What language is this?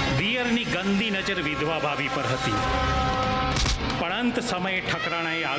Gujarati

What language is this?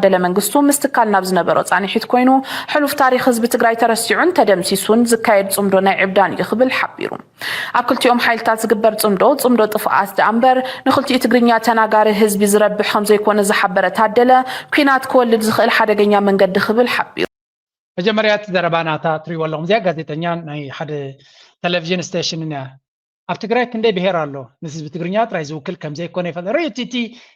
Tigrinya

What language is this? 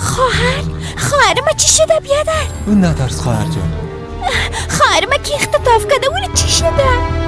Persian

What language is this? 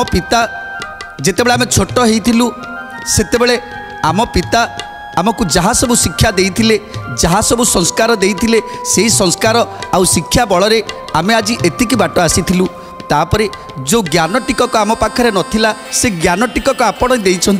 Odia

